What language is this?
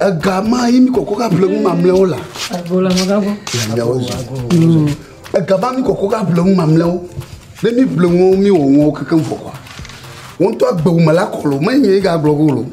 Ewe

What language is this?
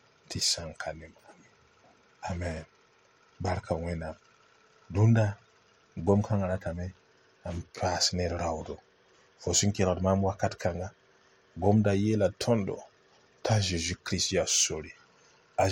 Mossi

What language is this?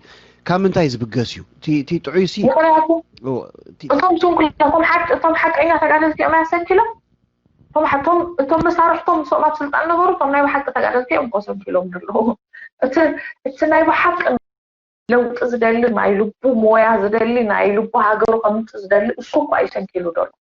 Tigrinya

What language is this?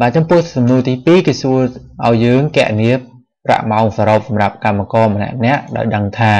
Khmer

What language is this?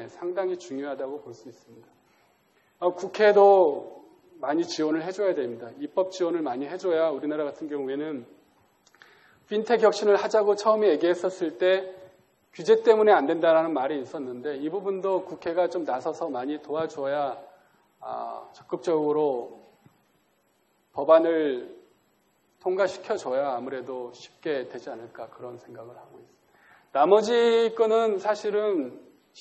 Korean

